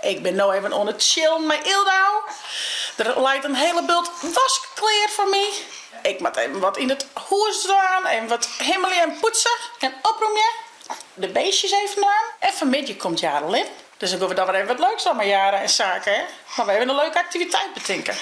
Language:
Western Frisian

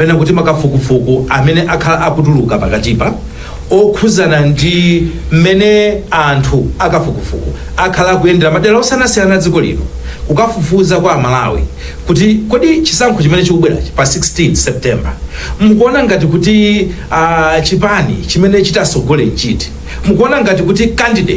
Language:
Nyanja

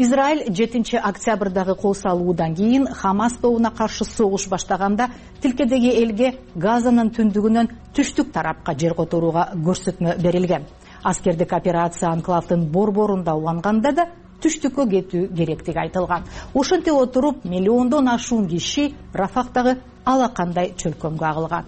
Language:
Kyrgyz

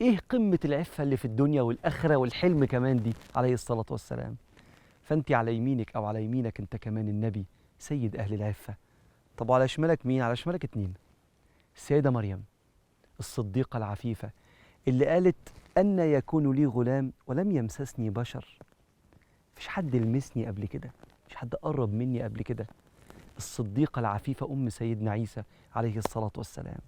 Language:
Egyptian Arabic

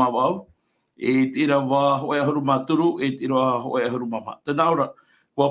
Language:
Tahitian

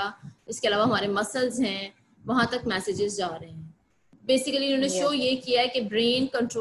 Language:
Hindi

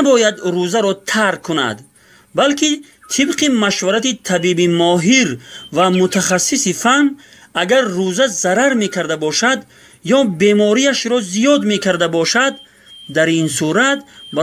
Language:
Tajik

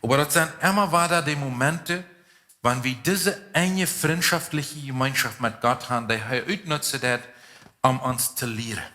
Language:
Plautdietsch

